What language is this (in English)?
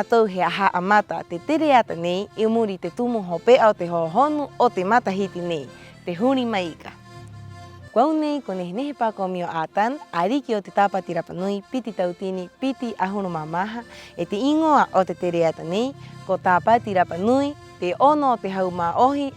Rapanui